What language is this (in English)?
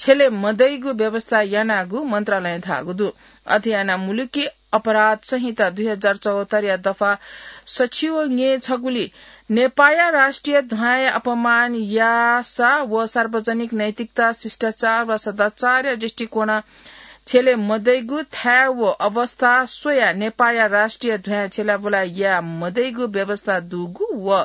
Newari